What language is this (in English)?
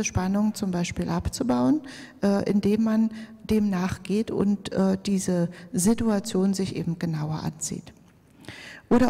German